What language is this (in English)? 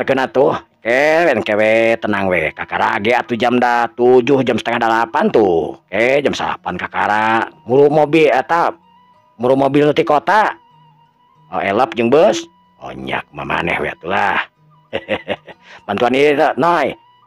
Sundanese